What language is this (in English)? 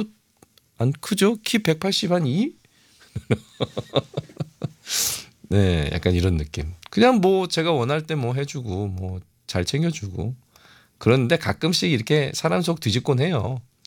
Korean